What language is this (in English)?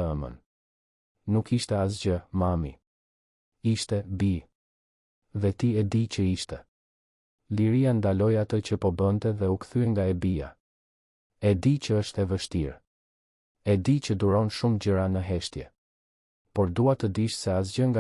Albanian